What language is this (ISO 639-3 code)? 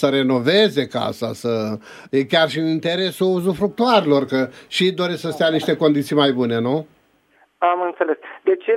ron